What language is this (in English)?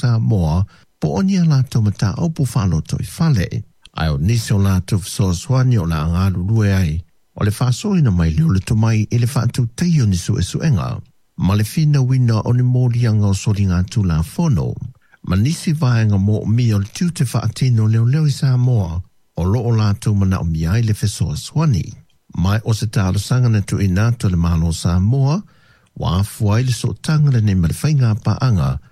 Samoan